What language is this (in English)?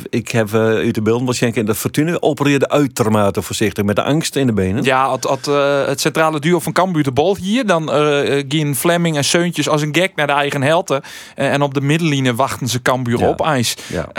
Western Frisian